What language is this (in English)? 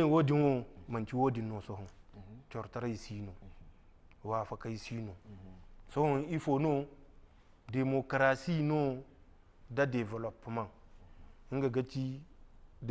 Zarma